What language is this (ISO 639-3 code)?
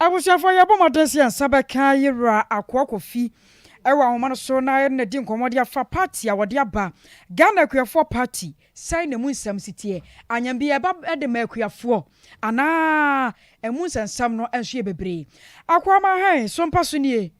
aka